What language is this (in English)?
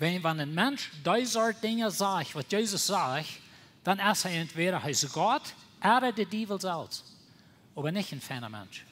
Plautdietsch